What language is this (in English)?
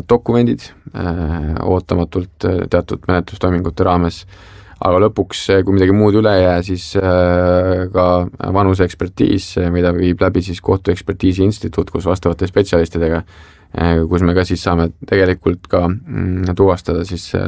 Estonian